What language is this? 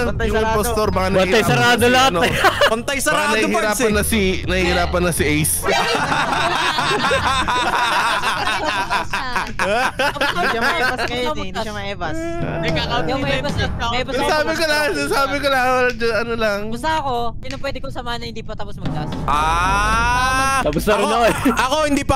Filipino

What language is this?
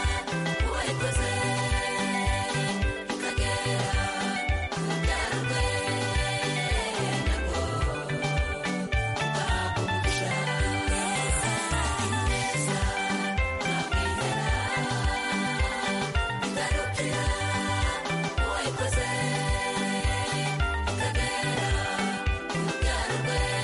Kinyarwanda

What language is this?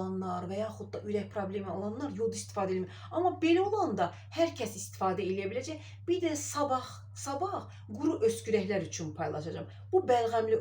Azerbaijani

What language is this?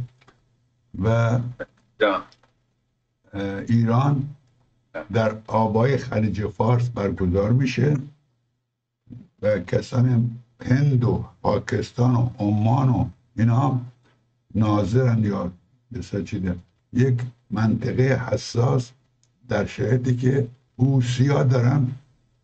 Persian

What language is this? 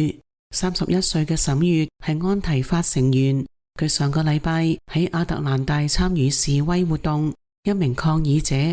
Cantonese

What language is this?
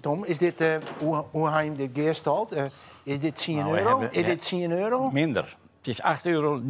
Western Frisian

